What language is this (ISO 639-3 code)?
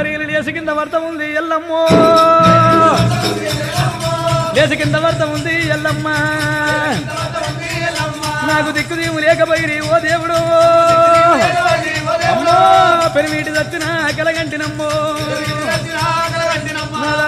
tel